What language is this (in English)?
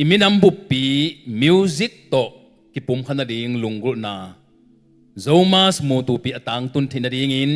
Tedim Chin